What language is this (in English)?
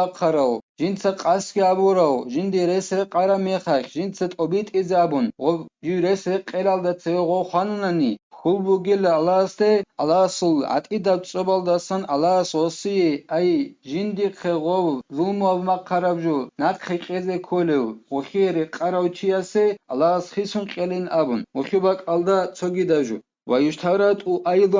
Avaric